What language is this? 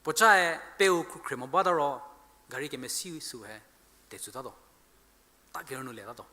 Angami Naga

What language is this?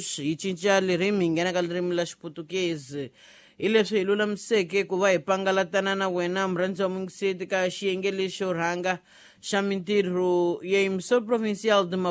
Tsonga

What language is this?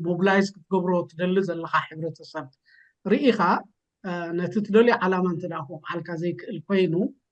Tigrinya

